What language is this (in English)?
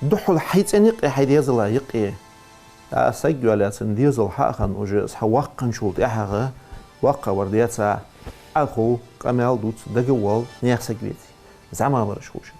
Ingush